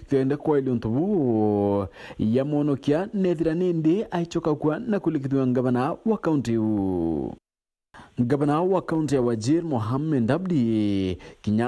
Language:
Meru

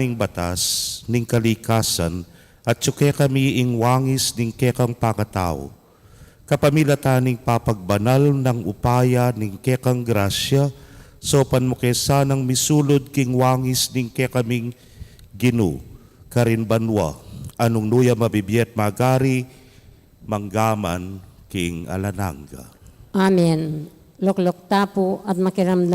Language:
Pampanga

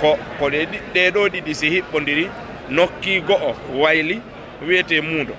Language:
Fula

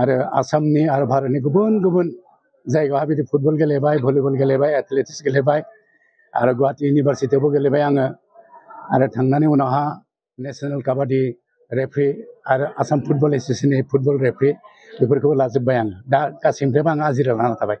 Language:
Bodo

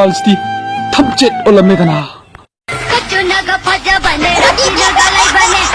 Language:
Manipuri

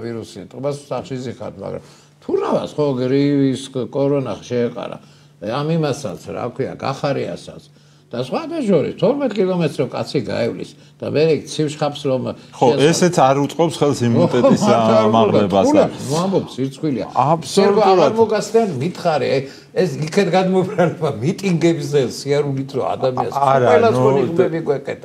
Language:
Georgian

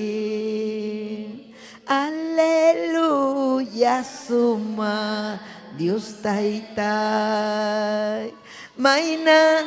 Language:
Ayacucho Quechua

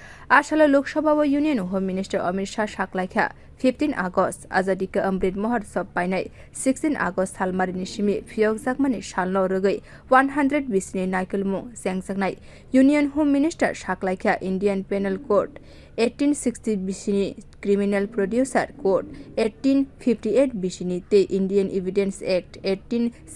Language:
Kok Borok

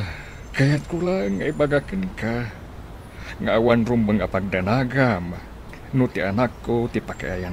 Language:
Iloko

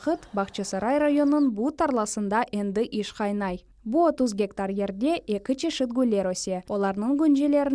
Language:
Crimean Tatar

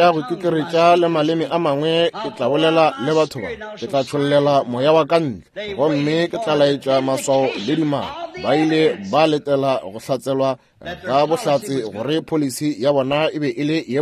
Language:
Northern Sotho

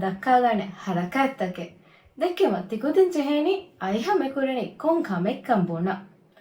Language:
Divehi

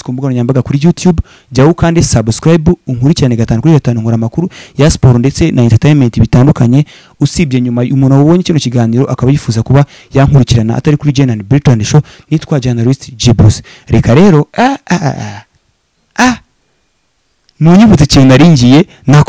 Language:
Kinyarwanda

